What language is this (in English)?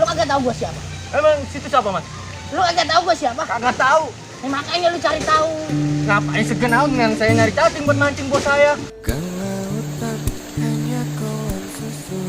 Betawi